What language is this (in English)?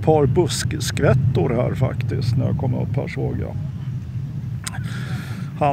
Swedish